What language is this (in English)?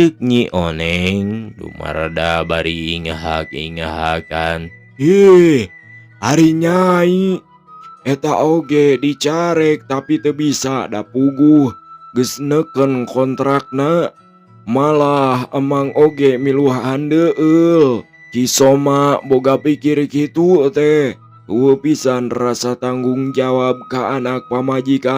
Sundanese